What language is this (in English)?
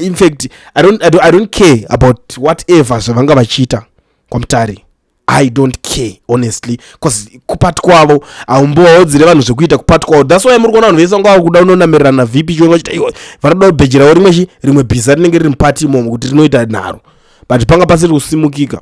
Shona